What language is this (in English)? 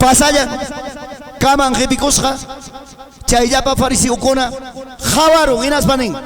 Ayacucho Quechua